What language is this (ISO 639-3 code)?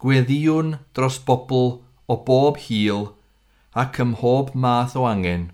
cym